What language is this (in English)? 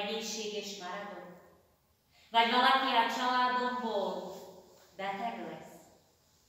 Hungarian